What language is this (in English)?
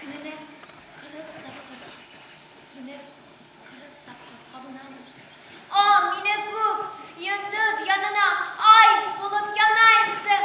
Bashkir